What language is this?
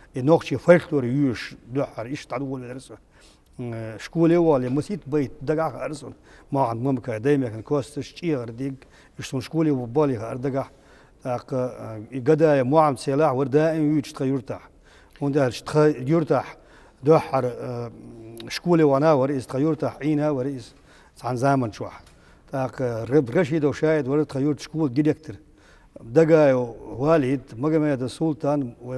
Chechen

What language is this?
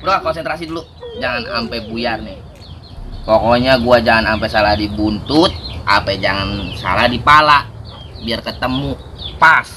Betawi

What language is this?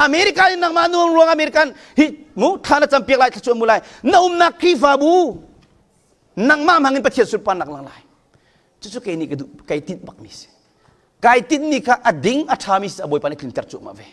Hakha Chin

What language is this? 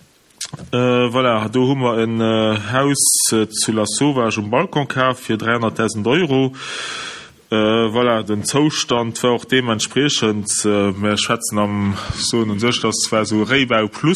Luxembourgish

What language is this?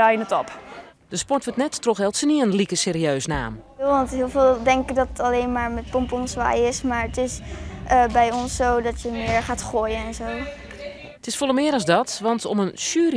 Western Frisian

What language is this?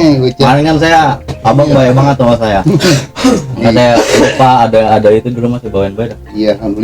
Betawi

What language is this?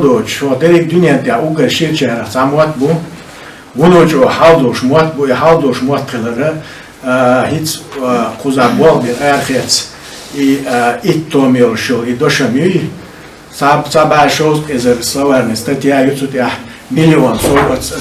Chechen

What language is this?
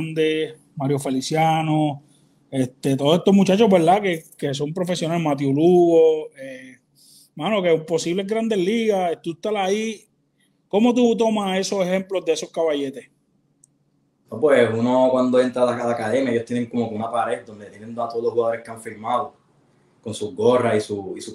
Spanish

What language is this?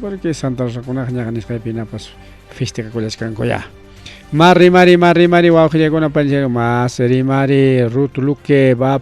Ayacucho Quechua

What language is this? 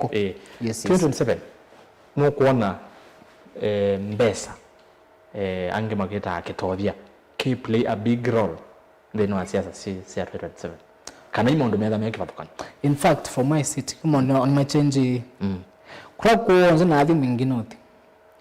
Kamba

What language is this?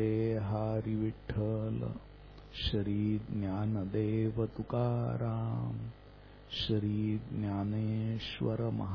Marathi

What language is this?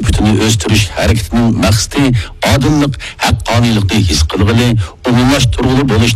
Uyghur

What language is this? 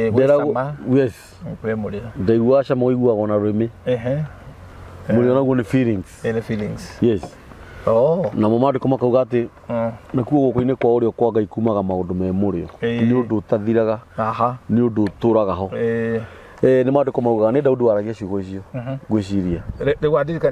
Kikuyu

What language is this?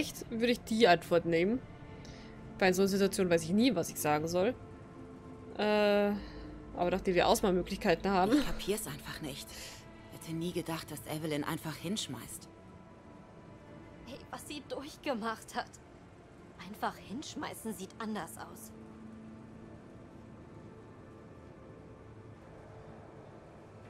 German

